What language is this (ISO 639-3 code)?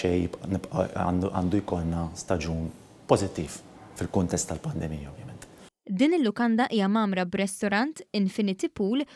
mlt